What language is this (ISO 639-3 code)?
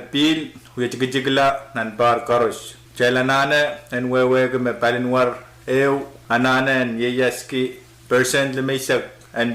pon